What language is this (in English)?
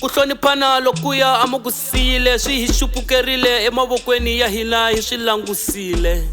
Tsonga